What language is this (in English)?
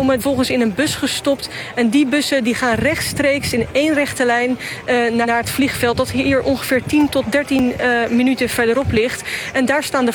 Dutch